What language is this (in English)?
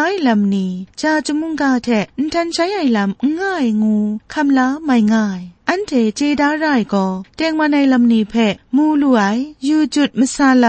Kachin